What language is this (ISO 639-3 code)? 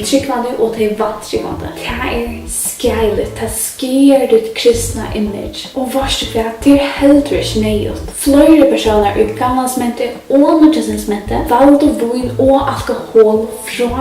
fao